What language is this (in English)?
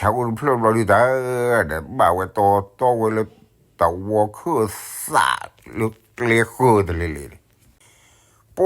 S'gaw Karen